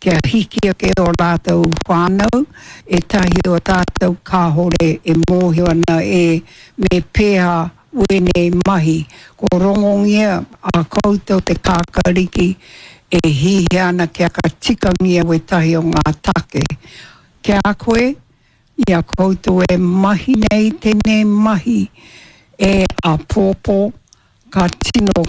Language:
Māori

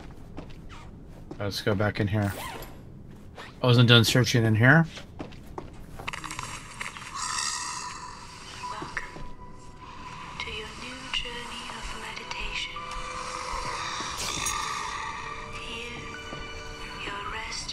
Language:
English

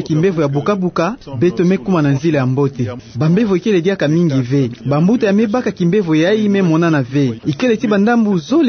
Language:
Kituba (Democratic Republic of Congo)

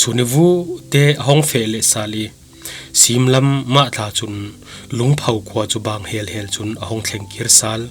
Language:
Falam Chin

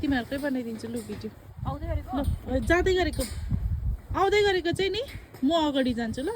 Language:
Nepali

